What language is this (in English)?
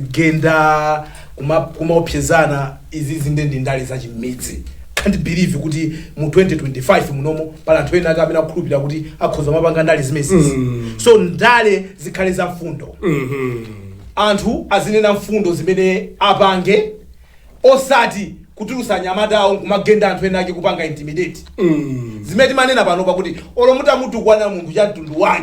Nyanja